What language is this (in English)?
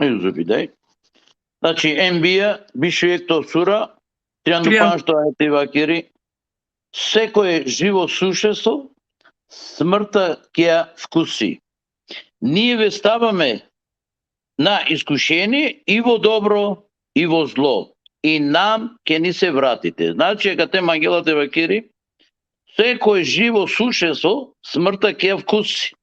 Balkan Romani